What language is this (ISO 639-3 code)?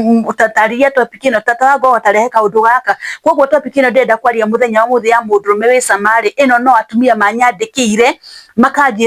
kik